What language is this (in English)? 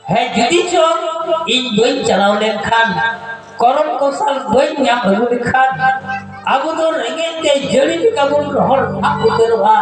Santali